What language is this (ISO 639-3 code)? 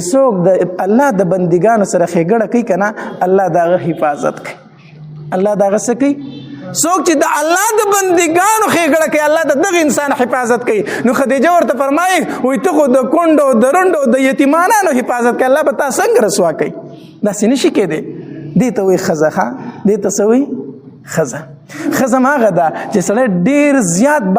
pus